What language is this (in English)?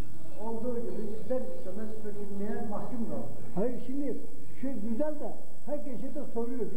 Turkish